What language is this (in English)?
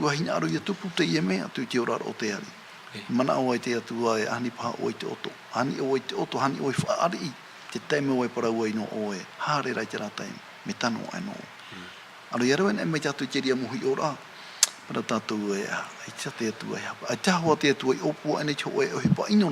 Tahitian